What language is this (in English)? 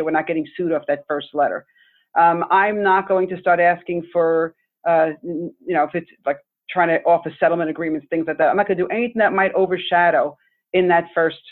English